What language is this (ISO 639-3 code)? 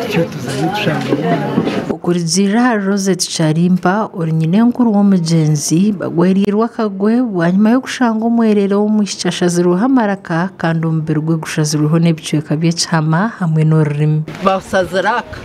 nyn